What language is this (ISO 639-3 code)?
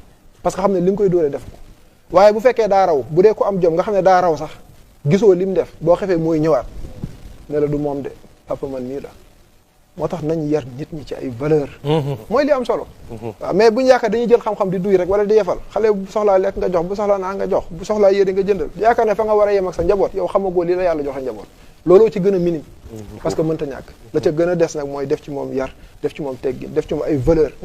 wol